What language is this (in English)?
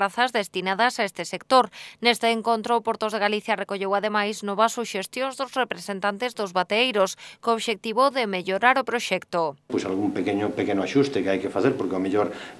Galician